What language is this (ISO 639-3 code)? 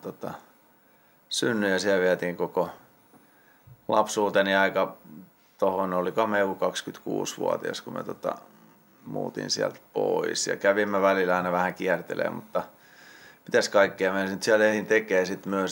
fin